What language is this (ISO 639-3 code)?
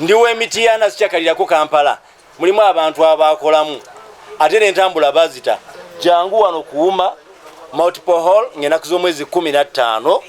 lug